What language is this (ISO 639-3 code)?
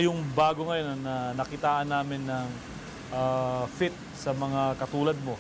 fil